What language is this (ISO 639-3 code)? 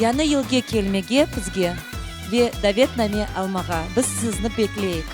crh